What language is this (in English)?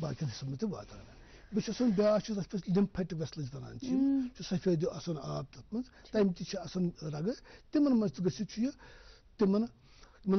Kashmiri